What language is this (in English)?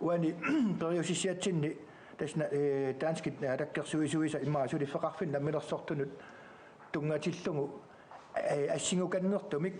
Kalaallisut